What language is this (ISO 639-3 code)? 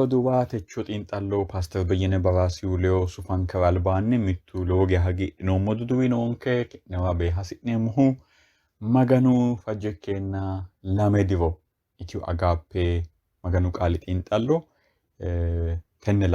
sid